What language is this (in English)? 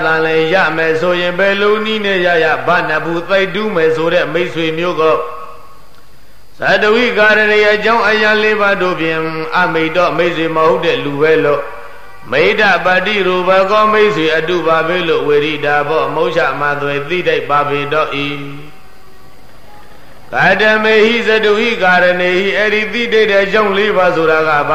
Burmese